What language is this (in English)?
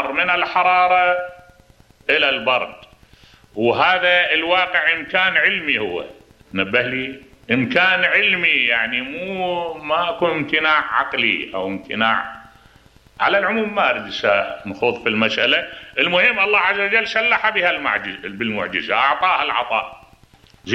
Mesopotamian Arabic